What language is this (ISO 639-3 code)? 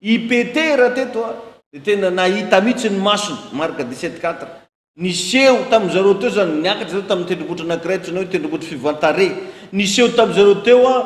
mlg